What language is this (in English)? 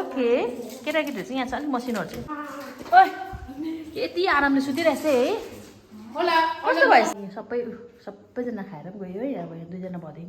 Nepali